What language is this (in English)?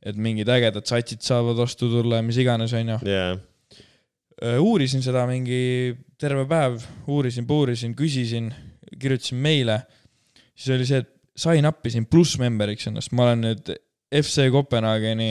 Estonian